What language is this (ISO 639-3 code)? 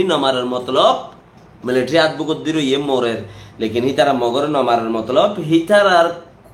rhg